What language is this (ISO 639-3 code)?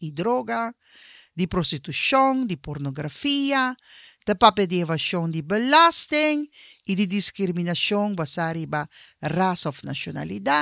pap